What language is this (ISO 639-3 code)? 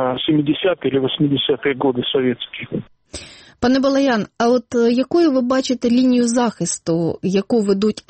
ukr